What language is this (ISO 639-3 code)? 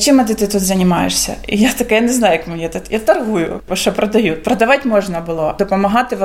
ukr